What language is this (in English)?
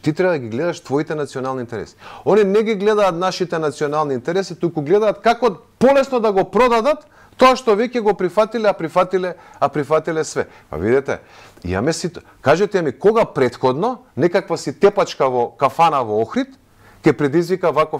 Macedonian